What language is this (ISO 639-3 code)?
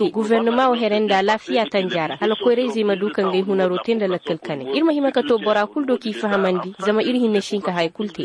ses